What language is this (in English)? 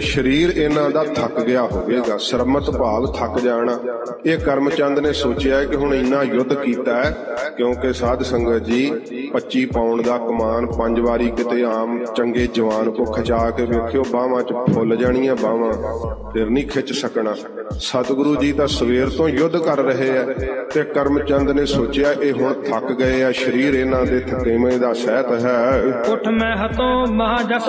Punjabi